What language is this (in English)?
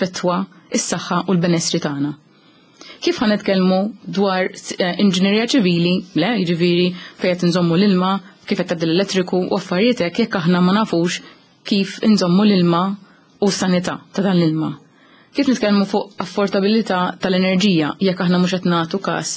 Maltese